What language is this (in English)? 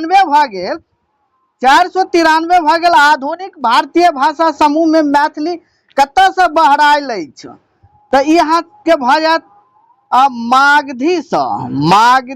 Maithili